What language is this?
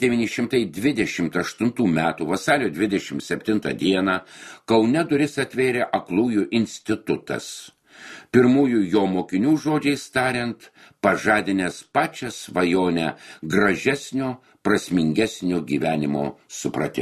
Lithuanian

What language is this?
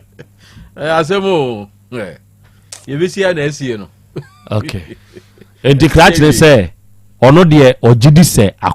Akan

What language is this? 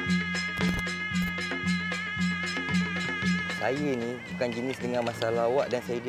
Malay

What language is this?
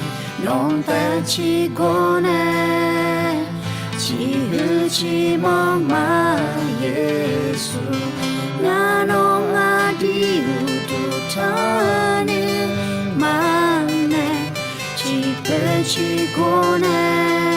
Akha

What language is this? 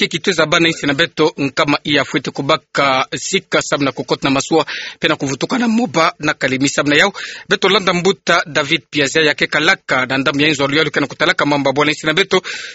Kituba (Democratic Republic of Congo)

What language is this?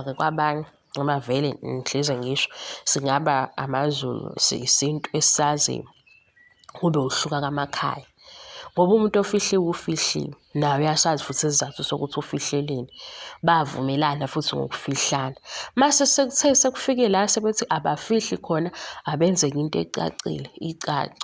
Zulu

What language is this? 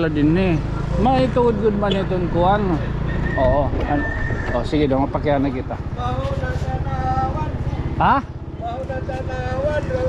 Waray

